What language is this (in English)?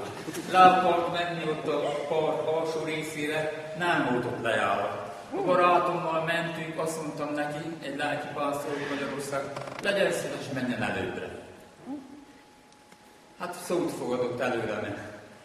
Hungarian